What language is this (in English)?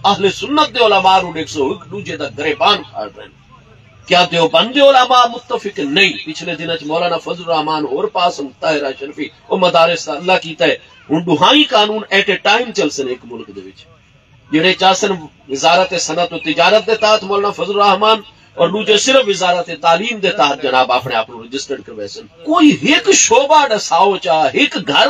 Saraiki